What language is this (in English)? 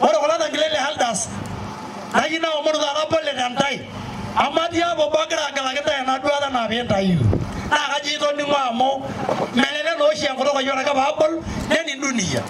Masai